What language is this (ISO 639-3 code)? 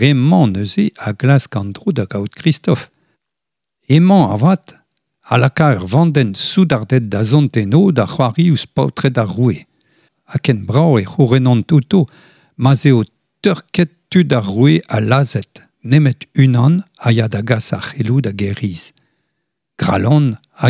bre